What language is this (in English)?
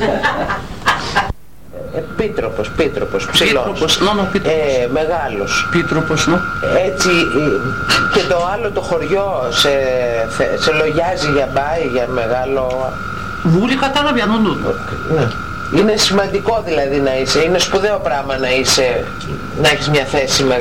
Greek